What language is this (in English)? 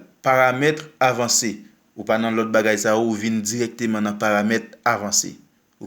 Haitian Creole